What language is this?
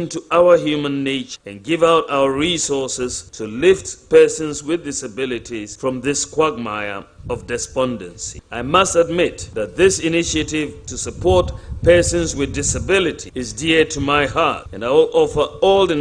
Akan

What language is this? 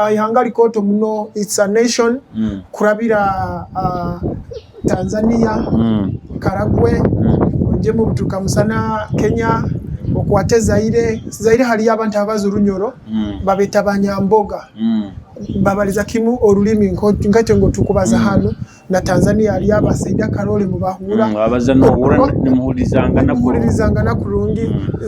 Nyoro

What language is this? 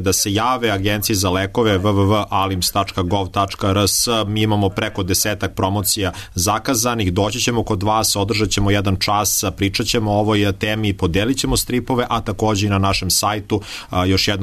Serbian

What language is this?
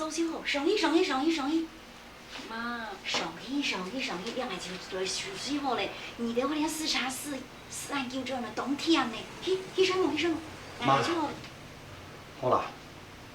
Hakka Chinese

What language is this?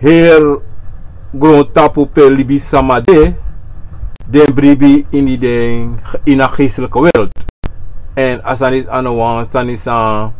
Sranan Tongo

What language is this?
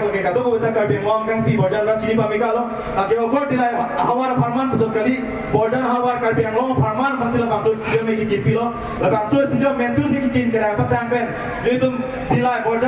Karbi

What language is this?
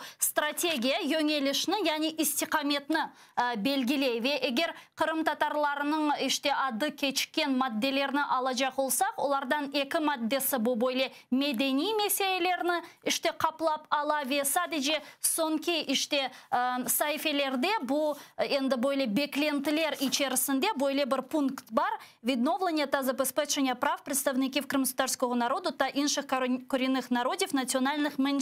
Crimean Tatar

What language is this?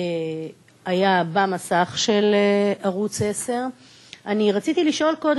Hebrew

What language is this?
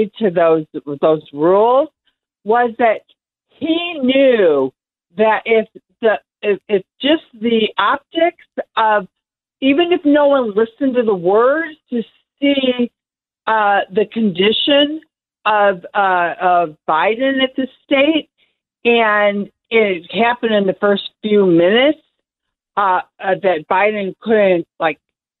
English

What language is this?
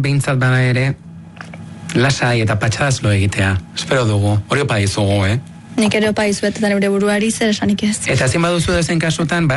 Basque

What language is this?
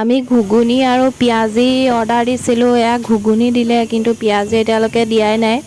Assamese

